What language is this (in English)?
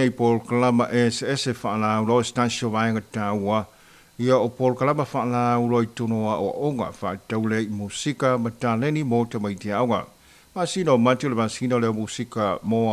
Samoan